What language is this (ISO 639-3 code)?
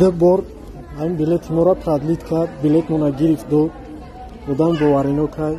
tgk